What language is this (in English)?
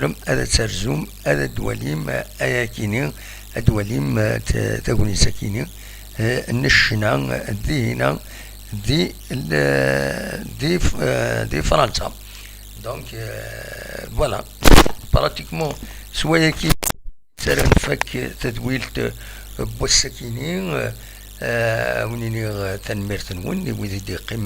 Kabyle